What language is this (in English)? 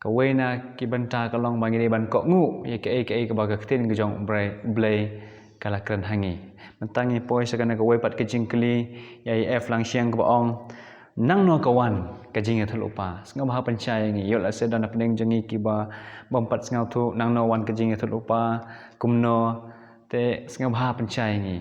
Khasi